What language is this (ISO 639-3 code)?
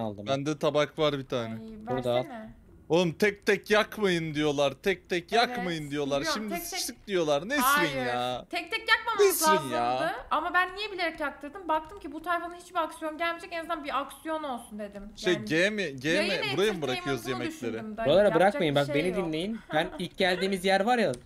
tur